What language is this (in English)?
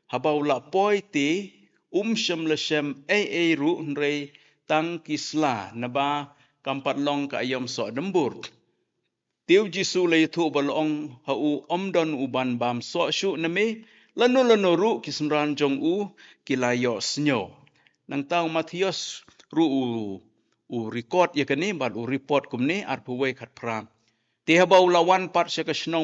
Khasi